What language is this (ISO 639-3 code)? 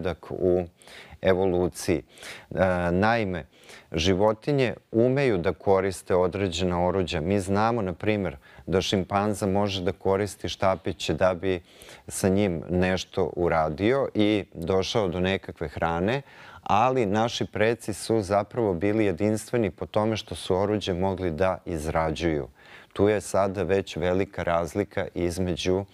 srp